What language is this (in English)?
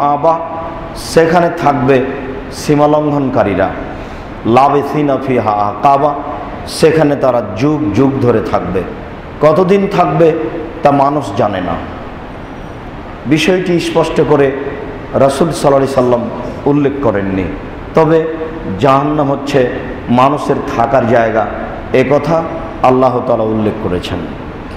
Bangla